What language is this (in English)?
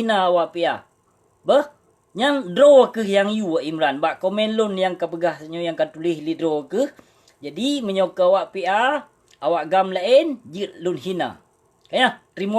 Achinese